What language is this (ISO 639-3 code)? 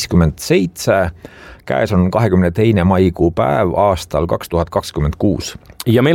est